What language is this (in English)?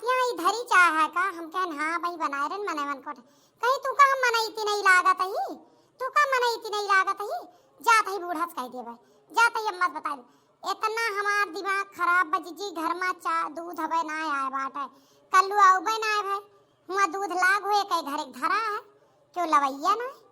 Awadhi